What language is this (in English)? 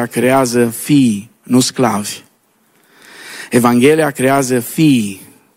Romanian